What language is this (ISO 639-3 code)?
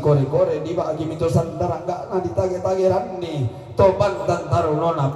sda